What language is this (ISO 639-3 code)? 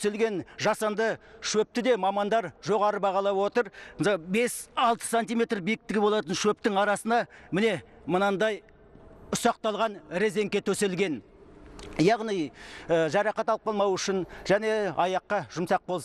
kaz